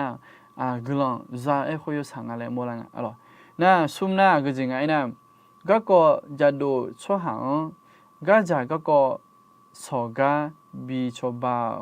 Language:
Akha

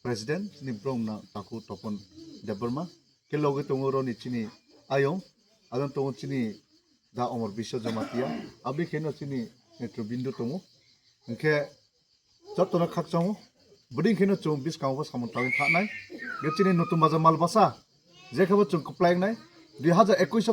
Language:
Kok Borok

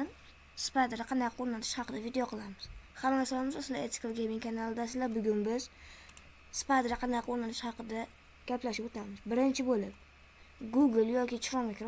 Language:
Uzbek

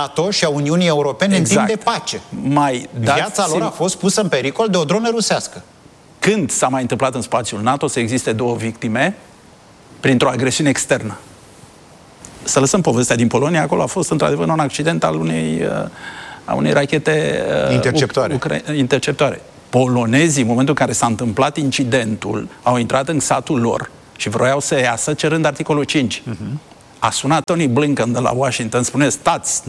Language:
Romanian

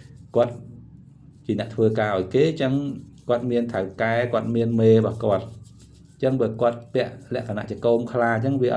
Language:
Khmer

